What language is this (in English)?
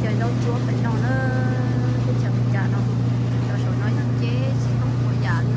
Hmong